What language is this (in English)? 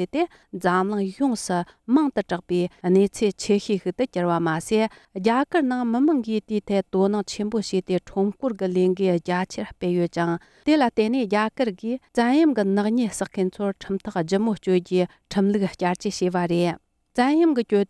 Tibetan